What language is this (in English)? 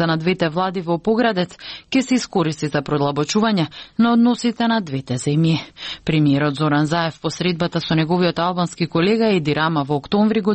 Macedonian